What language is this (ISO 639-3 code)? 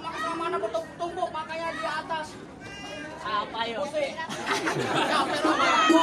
bew